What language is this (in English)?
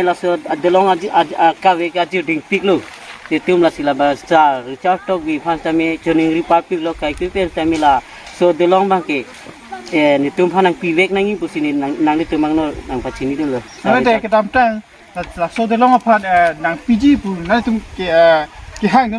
Karbi